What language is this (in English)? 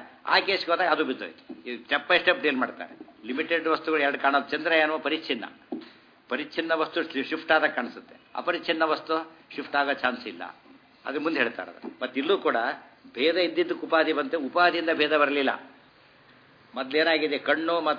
Kannada